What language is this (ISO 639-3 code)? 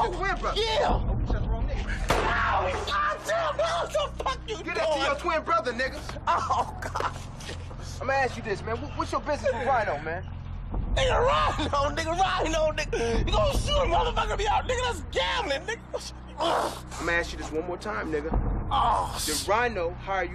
jam